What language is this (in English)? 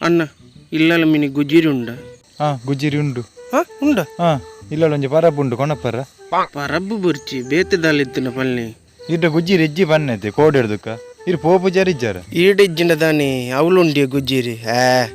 Tulu